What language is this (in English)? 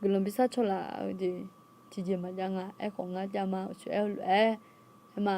Akha